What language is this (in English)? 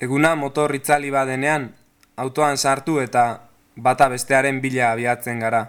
Basque